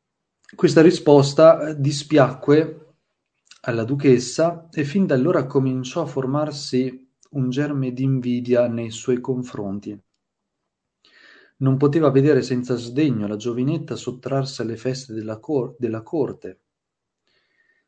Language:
Italian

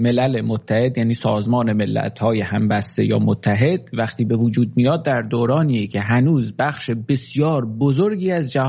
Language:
Persian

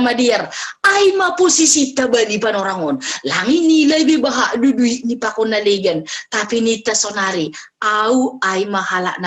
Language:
Batak Simalungun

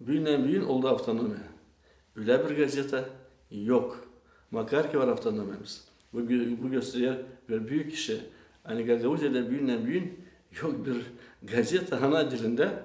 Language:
Gagauz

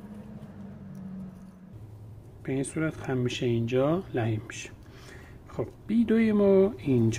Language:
Persian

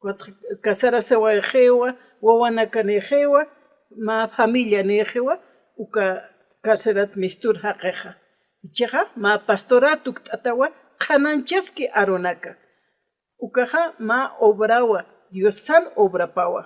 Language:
Aymara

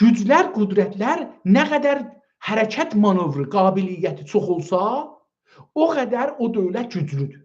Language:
South Azerbaijani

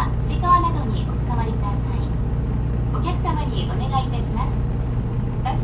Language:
Japanese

